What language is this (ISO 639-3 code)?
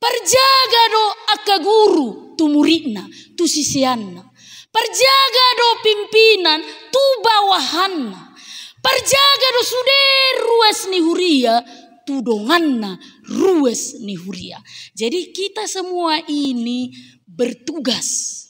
bbc